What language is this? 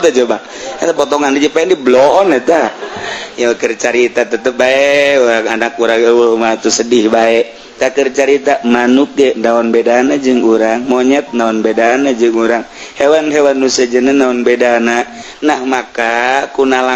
Sundanese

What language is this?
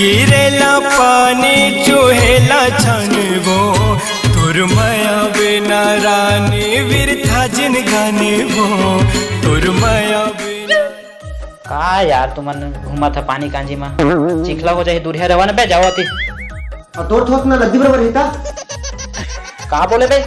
Chhattisgarhi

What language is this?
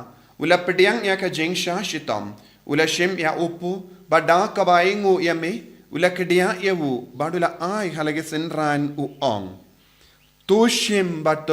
Khasi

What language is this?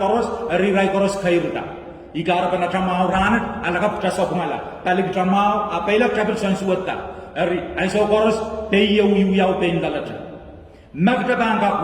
Pohnpeian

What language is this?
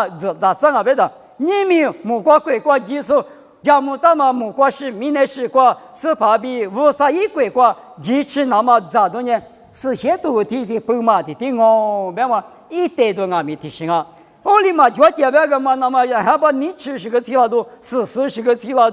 Lisu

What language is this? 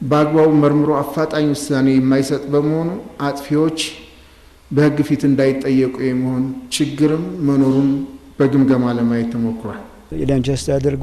Amharic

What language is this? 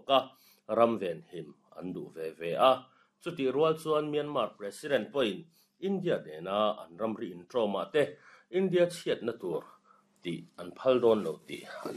Mizo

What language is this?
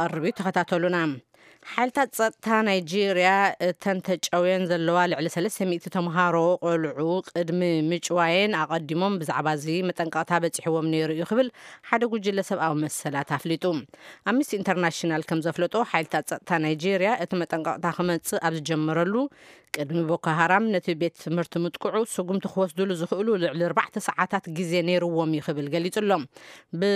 Tigrinya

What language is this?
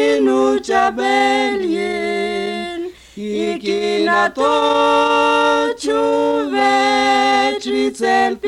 Kaqchikel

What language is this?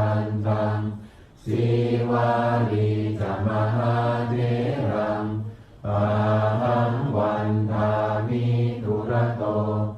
Pali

